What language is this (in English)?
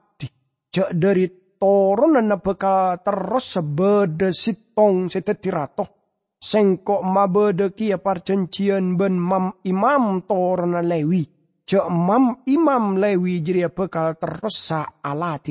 Madurese